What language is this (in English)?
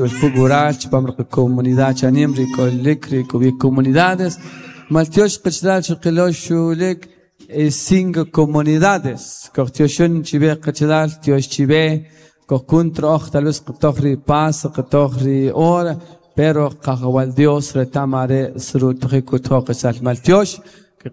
Kʼicheʼ